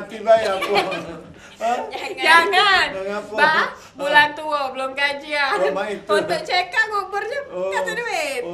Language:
Musi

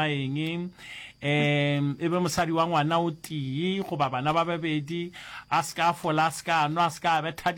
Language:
Northern Sotho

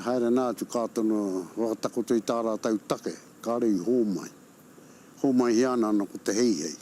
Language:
Māori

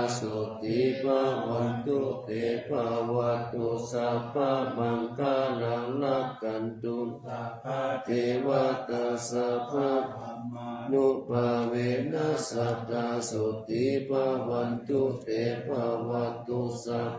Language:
Pali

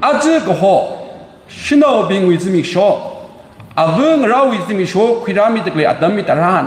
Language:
Tangkhul Naga (India)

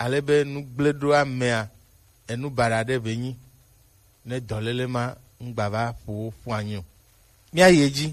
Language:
Gen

